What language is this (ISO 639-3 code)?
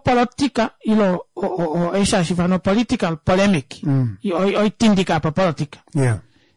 kua